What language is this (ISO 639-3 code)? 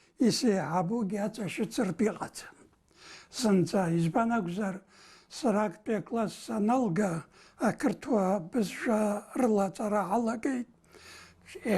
abk